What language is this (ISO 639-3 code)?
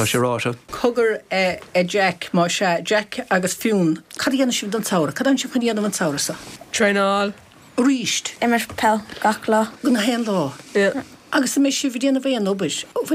gle